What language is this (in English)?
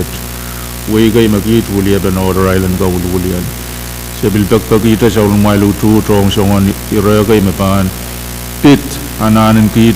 Pohnpeian